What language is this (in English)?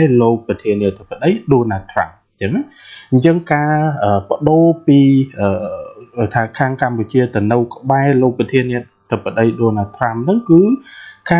Khmer